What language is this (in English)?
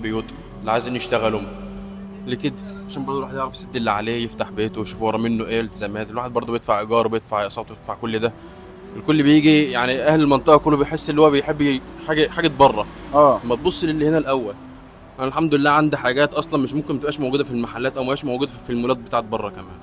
Egyptian Arabic